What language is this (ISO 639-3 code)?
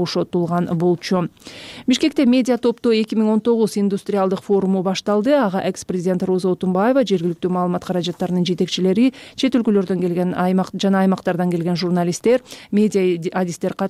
kir